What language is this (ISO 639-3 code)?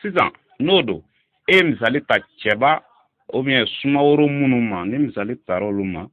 bam